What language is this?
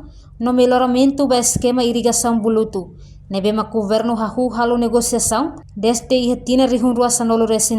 Tetum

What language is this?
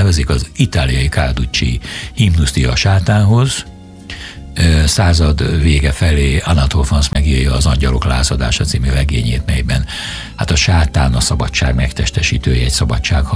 Hungarian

